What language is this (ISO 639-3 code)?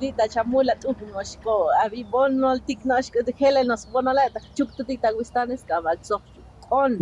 tzo